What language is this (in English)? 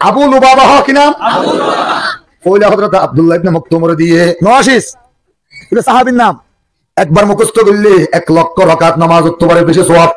Rohingya